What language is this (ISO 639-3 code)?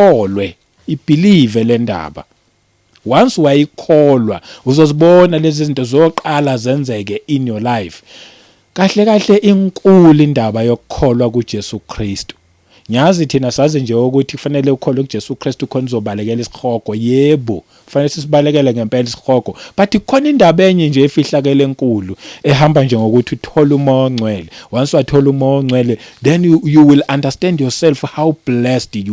zul